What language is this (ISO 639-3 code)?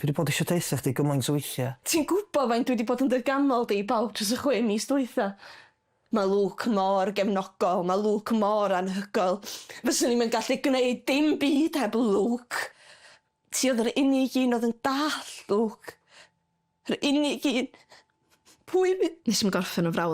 cym